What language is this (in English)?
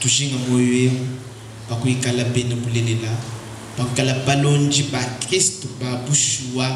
Luba-Lulua